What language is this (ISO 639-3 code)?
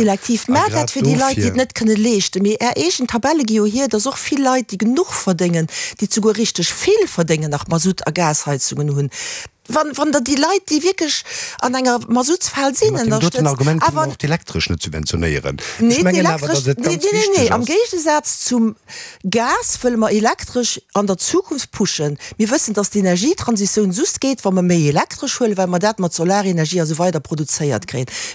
ltz